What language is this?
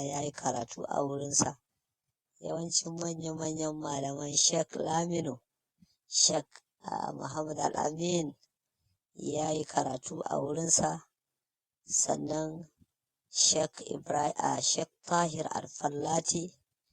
Hausa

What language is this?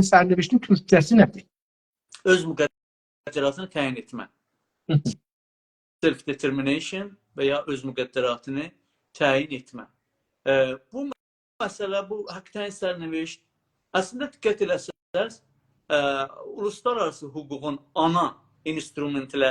South Azerbaijani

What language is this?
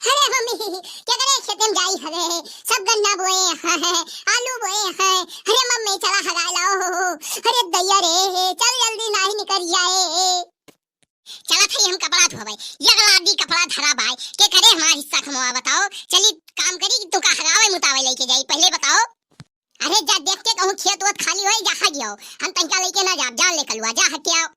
Awadhi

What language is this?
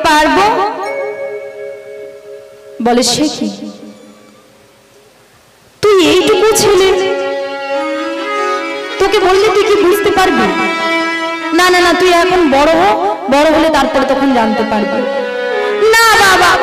Bangla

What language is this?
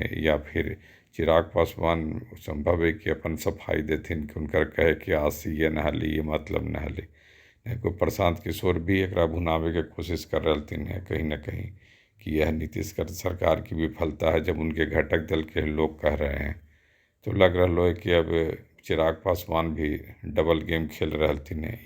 Magahi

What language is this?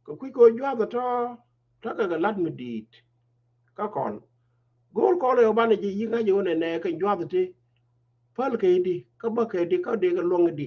Nuer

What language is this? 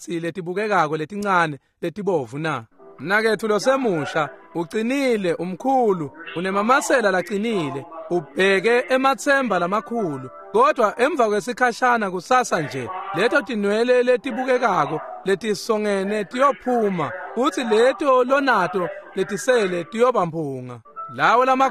Swati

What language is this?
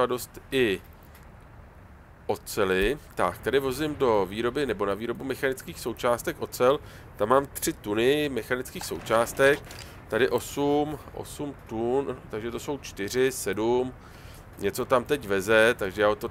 Czech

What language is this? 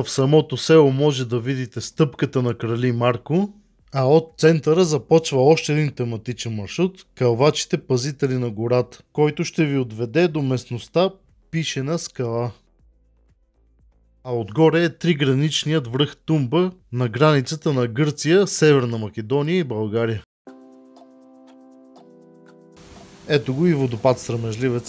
Bulgarian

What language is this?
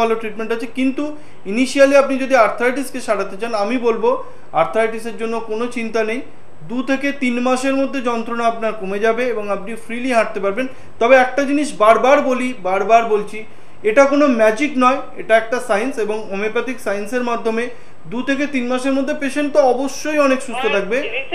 Bangla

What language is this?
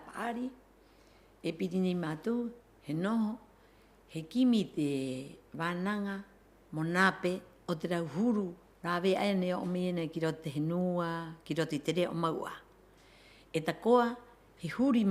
Rapanui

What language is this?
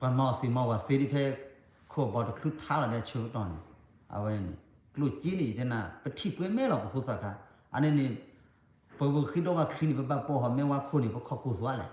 S'gaw Karen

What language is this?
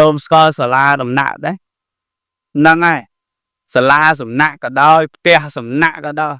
Khmer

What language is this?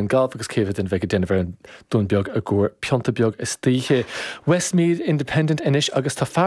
Irish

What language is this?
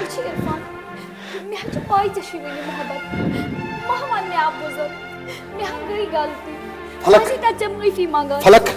Kashmiri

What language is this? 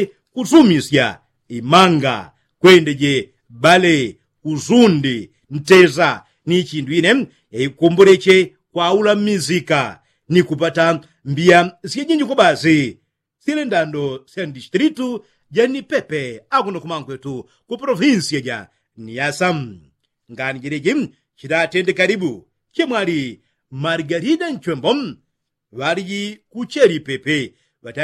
Yao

